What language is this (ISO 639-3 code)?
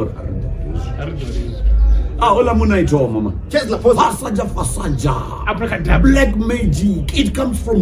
ven